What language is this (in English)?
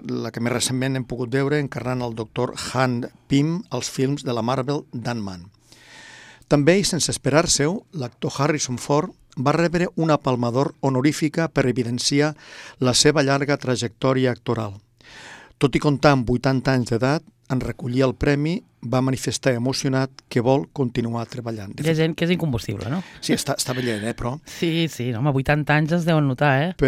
Catalan